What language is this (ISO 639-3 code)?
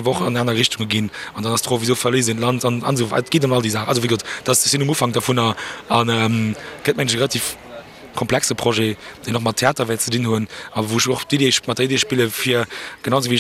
ltz